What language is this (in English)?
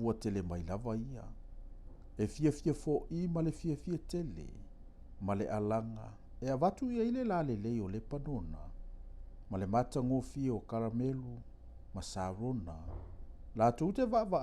Samoan